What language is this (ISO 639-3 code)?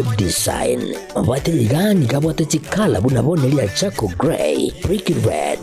guz